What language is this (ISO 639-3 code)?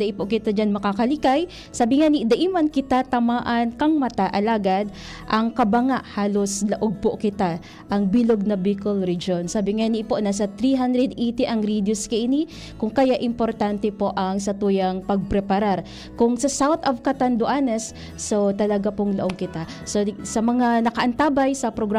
bik